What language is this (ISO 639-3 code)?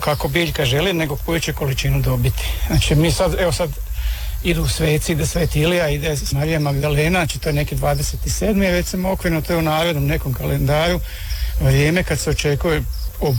hrv